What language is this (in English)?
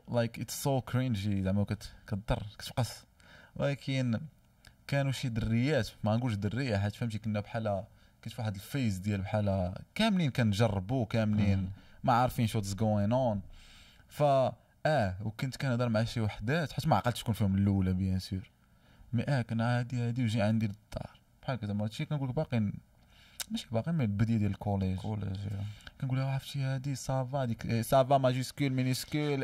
Moroccan Arabic